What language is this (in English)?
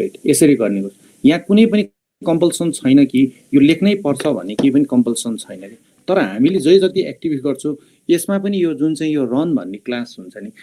Nepali